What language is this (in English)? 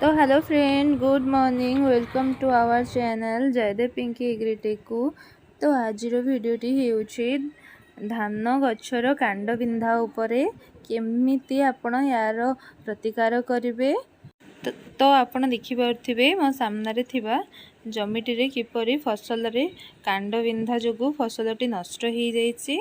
Odia